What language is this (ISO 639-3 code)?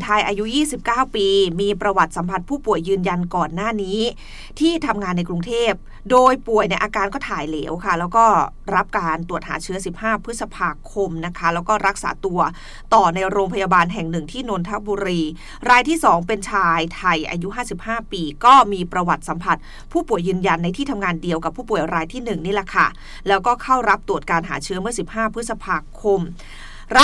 tha